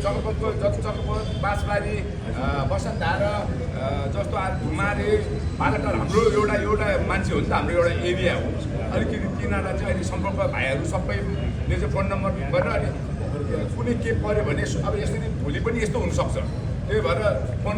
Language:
Nepali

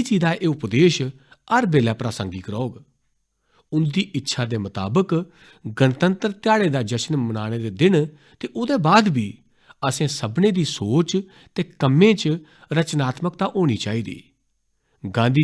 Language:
Dogri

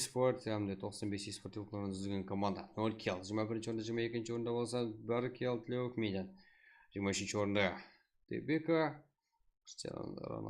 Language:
Kara-Kalpak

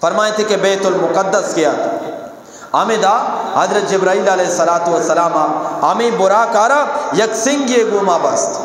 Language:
Eastern Balochi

